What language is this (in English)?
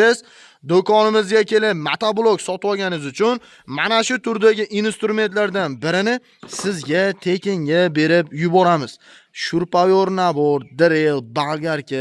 Uzbek